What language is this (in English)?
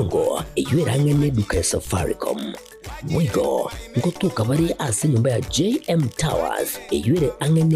Gusii